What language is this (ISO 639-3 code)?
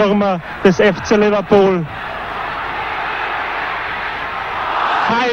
deu